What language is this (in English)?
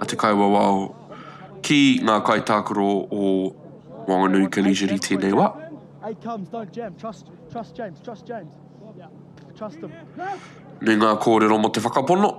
Māori